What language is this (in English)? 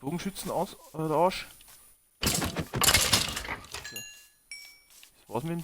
Bavarian